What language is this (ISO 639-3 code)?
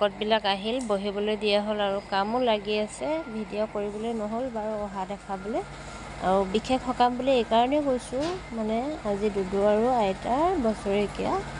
asm